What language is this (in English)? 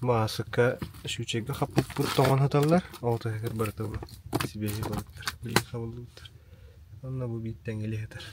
Yakut